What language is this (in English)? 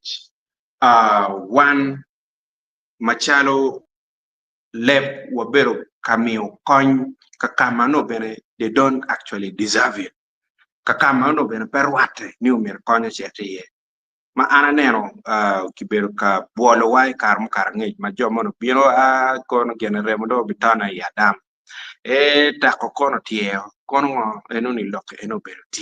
Acoli